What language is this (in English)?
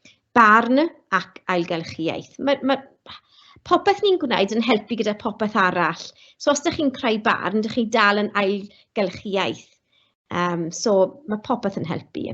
Welsh